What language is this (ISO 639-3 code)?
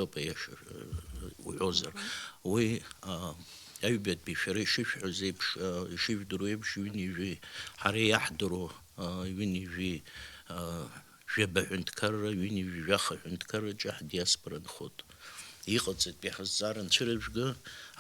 abk